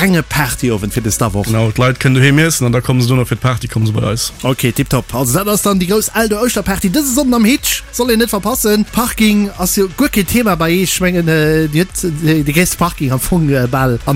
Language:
Luxembourgish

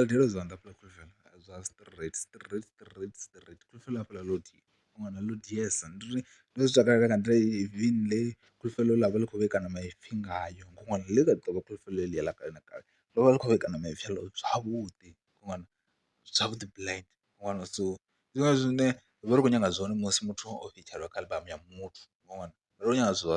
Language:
Venda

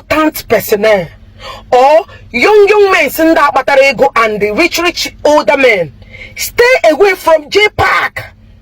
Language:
Igbo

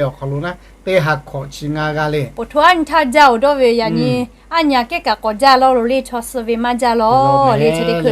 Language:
Lahu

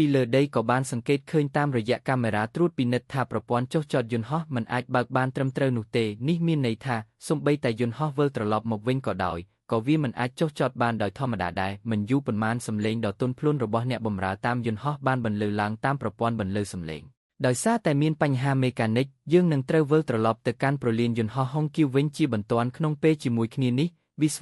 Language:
Khmer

